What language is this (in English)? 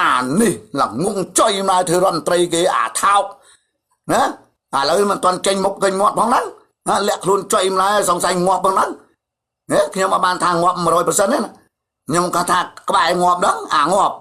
Khmer